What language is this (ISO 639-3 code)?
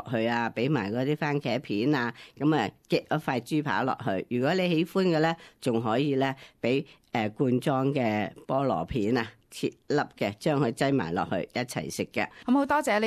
yue